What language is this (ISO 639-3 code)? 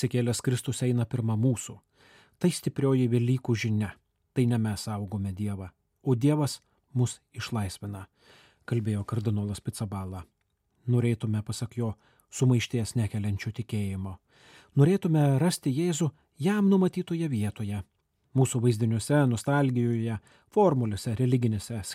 lit